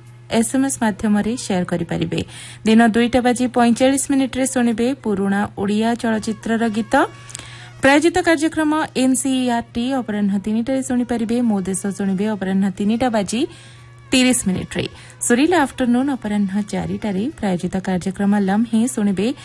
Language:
Odia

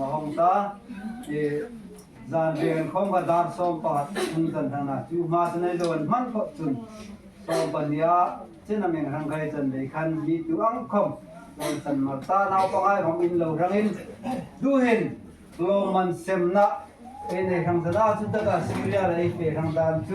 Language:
Hmar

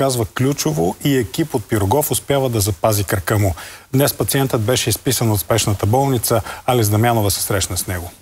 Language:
Bulgarian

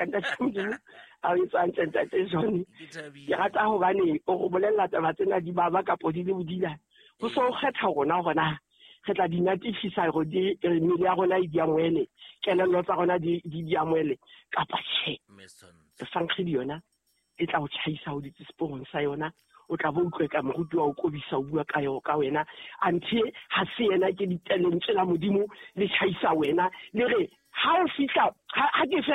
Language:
Southern Sotho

